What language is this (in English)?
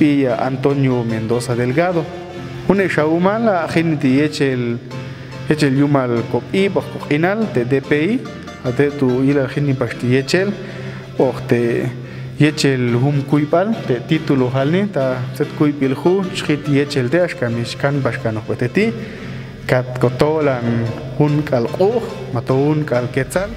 Popti'